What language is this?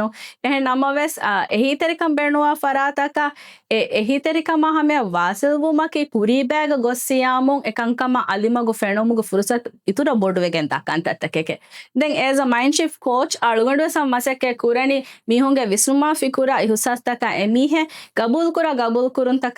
Divehi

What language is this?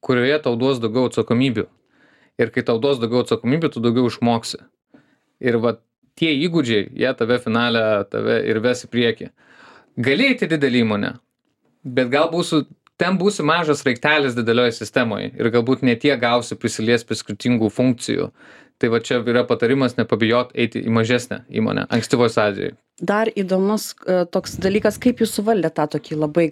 Lithuanian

